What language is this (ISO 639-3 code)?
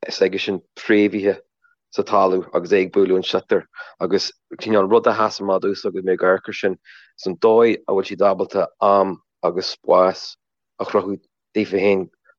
gle